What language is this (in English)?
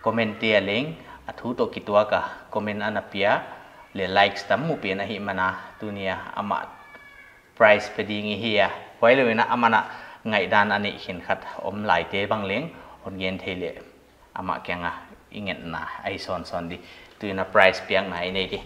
Paite Chin